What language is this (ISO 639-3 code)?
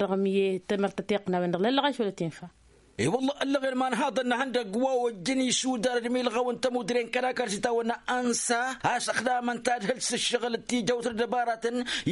taq